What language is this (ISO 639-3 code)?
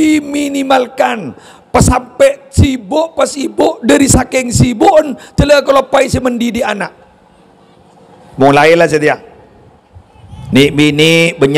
mad